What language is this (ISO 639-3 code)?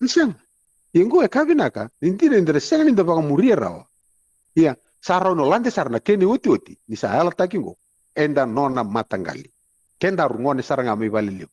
fij